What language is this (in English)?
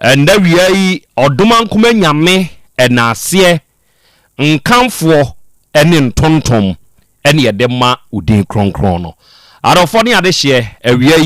Akan